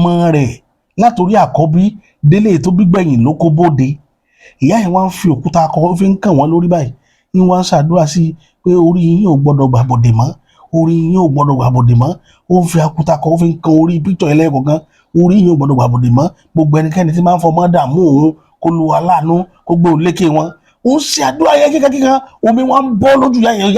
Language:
Yoruba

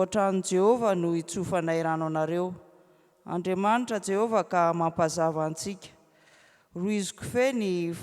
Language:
Malagasy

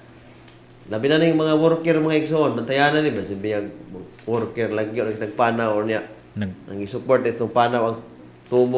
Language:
Cebuano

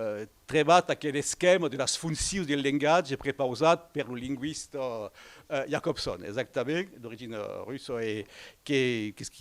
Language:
Occitan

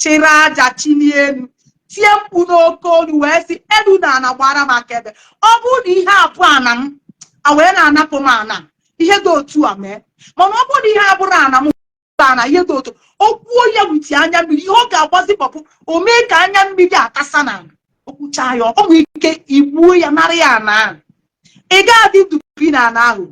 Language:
Igbo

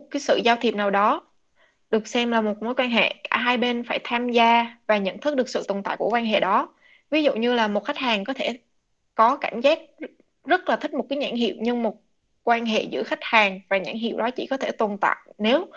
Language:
Vietnamese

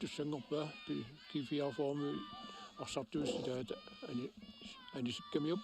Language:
Kalaallisut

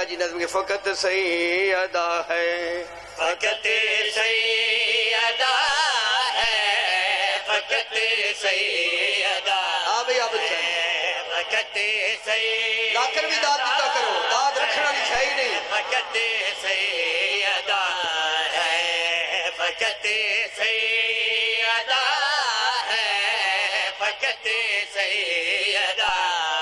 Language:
Urdu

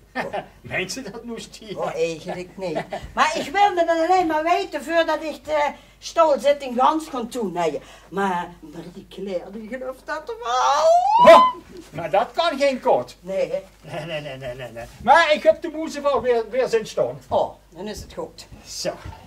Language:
Limburgish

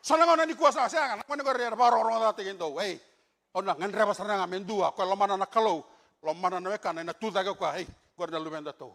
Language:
Fijian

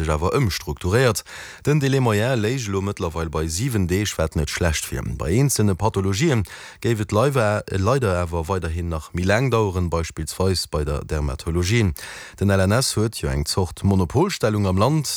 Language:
Luxembourgish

